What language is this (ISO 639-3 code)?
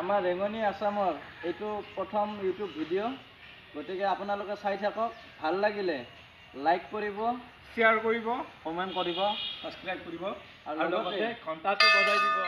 asm